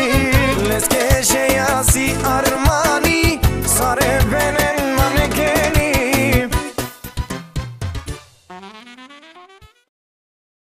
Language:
Bulgarian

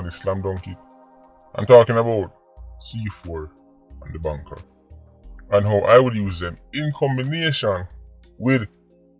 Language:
Jamaican Creole English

